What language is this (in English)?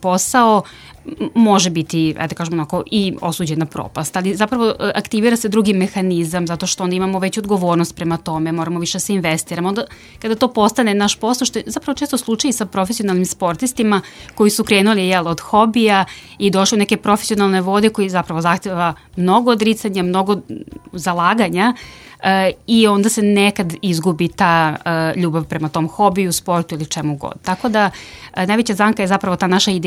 Serbian